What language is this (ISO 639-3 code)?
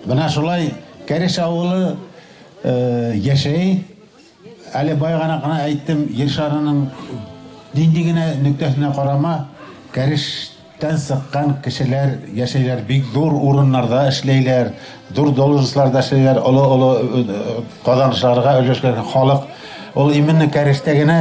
bak